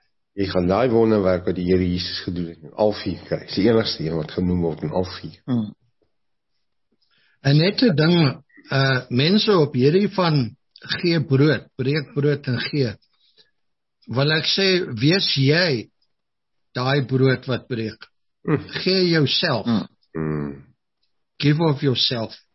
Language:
Afrikaans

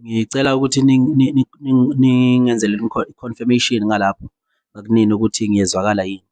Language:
Zulu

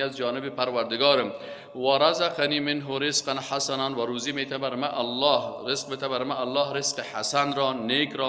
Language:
Persian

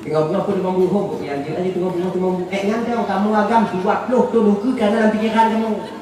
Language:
Achinese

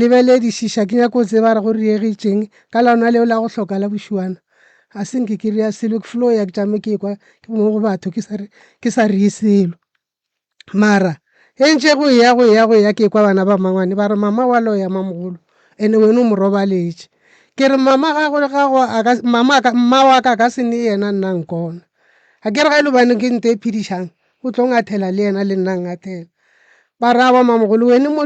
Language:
Northern Sotho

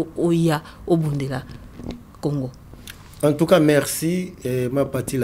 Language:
Lingala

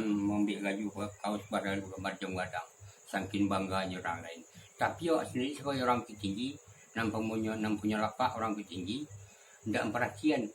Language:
Minangkabau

